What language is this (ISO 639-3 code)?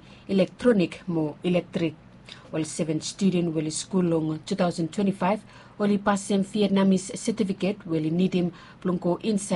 bis